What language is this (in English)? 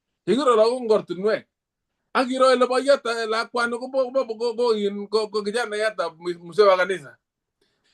Kalenjin